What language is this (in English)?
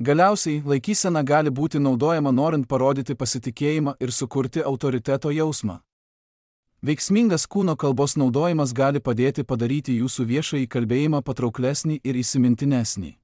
Lithuanian